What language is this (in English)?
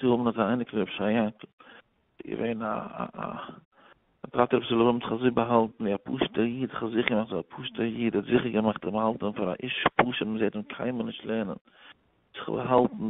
Yiddish